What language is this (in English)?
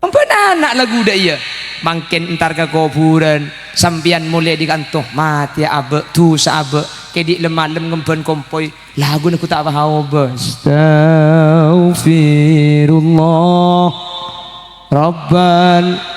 Madurese